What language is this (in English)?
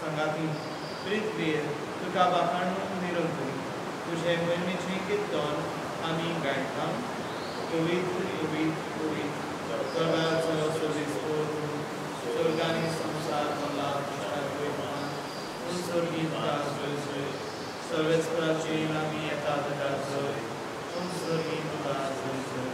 Konkani